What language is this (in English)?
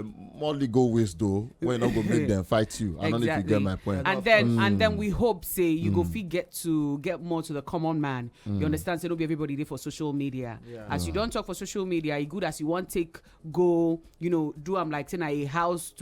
Nigerian Pidgin